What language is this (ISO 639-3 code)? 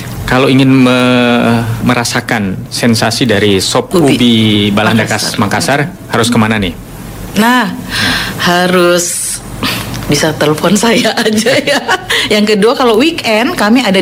ind